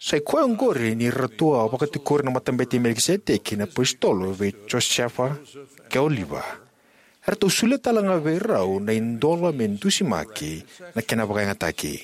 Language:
Fijian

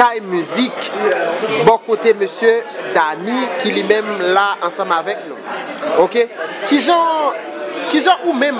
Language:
Haitian Creole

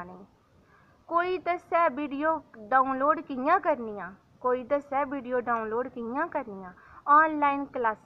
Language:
Dogri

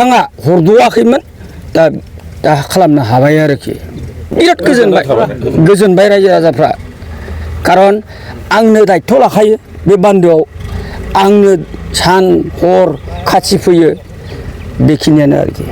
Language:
Bodo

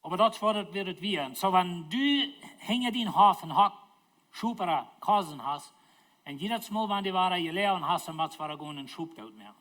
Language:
Plautdietsch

